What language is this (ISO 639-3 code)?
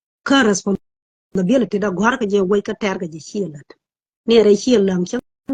nus